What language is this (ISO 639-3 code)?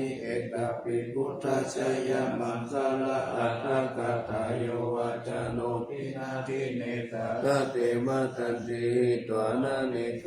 pli